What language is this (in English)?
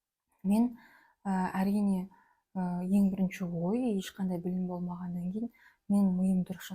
Kazakh